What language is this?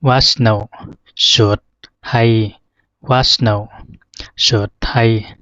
Zhuang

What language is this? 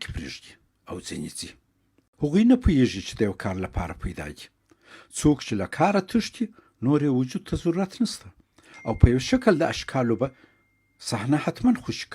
Pashto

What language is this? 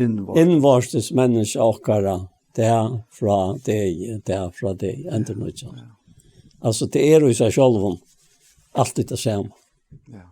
Faroese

